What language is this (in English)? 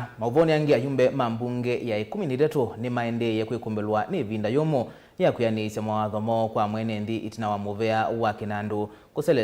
Kamba